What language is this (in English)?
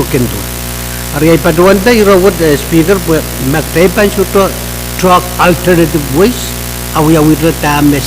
Pohnpeian